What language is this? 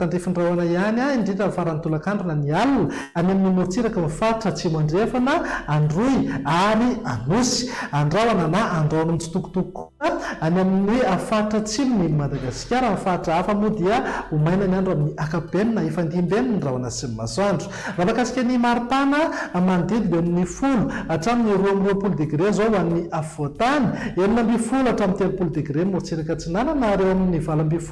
Malagasy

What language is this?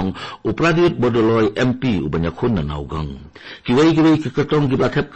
Khasi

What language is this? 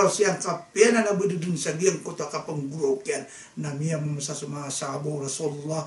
Maranao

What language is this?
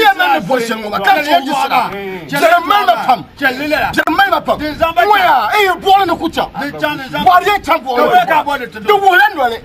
Dagbani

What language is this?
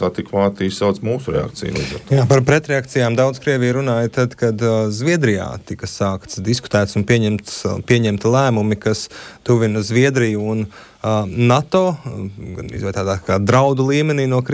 Latvian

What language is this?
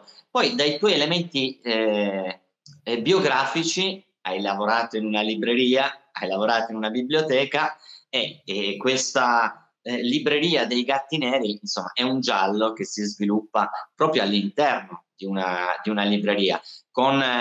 Italian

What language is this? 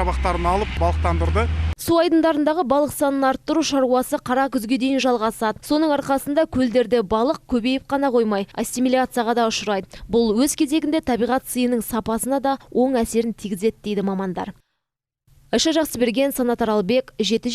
Kazakh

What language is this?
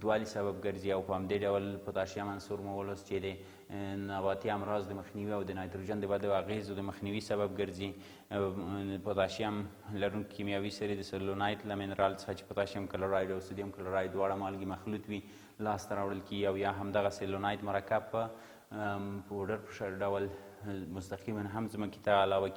Pashto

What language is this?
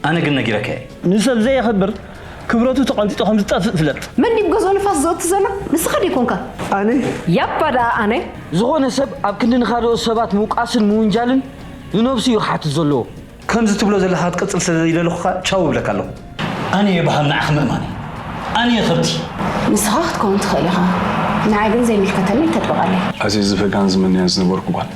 Tigrinya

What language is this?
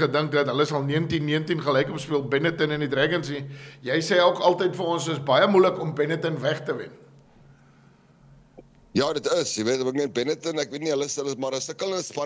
Afrikaans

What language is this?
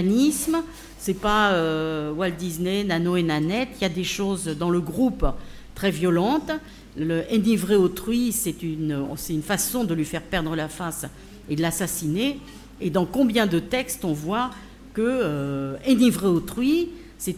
French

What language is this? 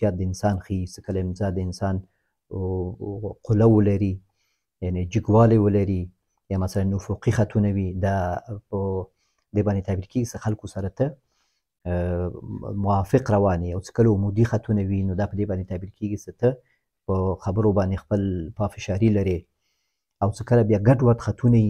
Pashto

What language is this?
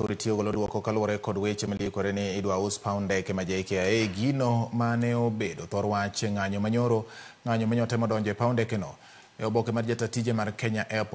Luo (Kenya and Tanzania)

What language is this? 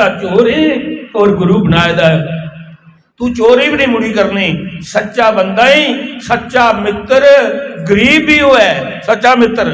Dogri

